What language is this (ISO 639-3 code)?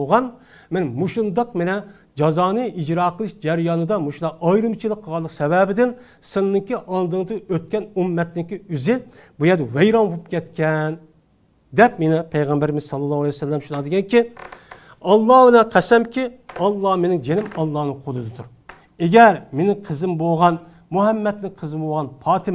uig